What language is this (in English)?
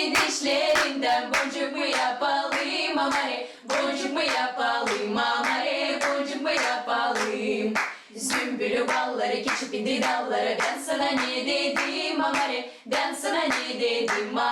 Gagauz